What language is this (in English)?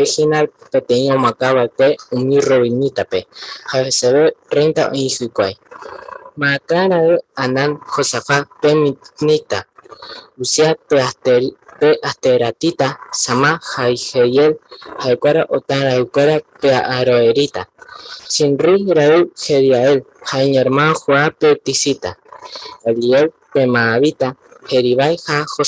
Guarani